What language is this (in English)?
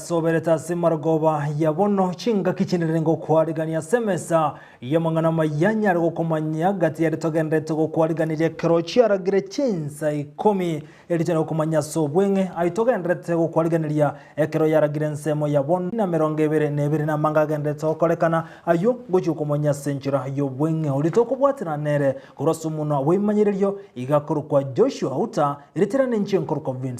Gusii